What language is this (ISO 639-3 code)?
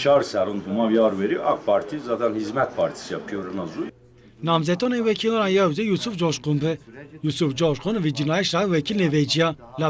zza